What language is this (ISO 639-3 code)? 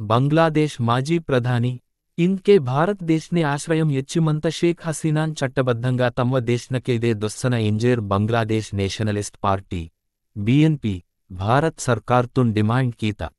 gon